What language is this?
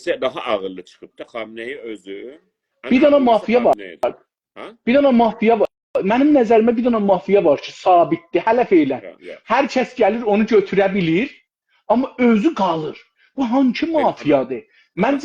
South Azerbaijani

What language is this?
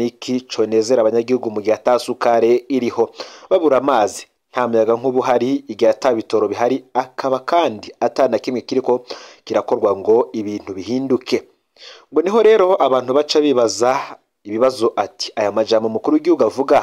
Rundi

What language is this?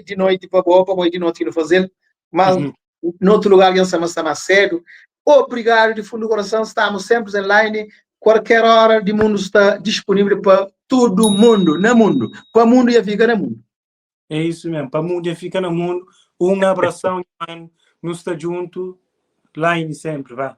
Kabuverdianu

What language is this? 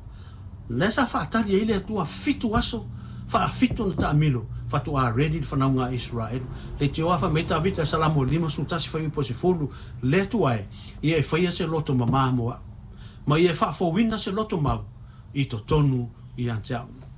Samoan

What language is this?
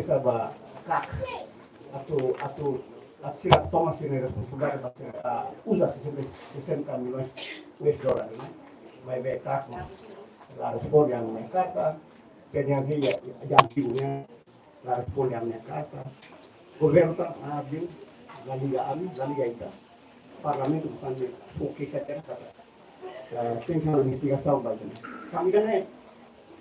Tetum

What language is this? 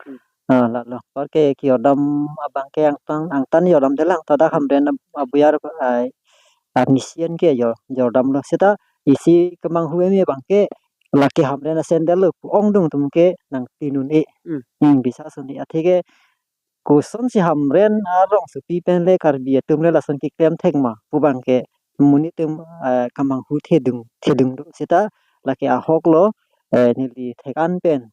Karbi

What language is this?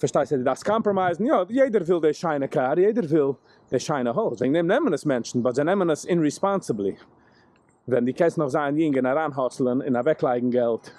Yiddish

